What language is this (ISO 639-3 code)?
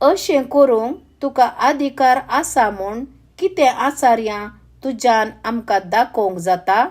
kok